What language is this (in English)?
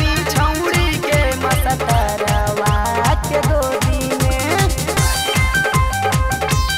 Bhojpuri